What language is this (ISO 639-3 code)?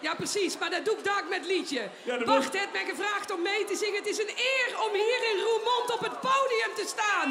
lim